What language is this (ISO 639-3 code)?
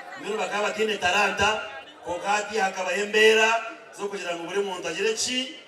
nyn